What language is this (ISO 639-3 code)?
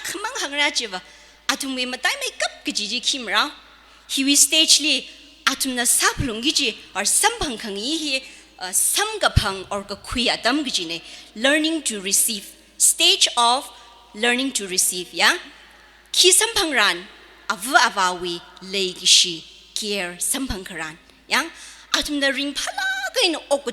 nmf